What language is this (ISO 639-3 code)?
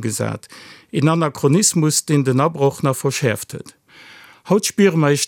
ltz